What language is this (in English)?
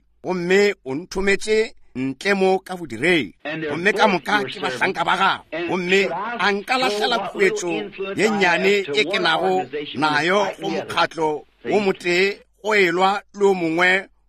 Northern Sotho